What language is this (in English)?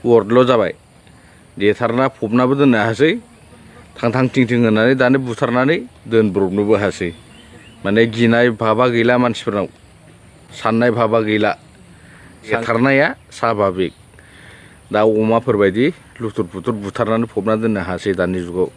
Bodo